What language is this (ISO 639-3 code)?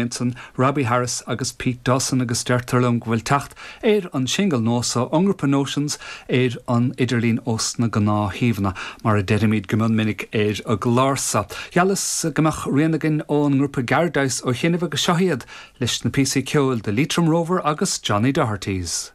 gle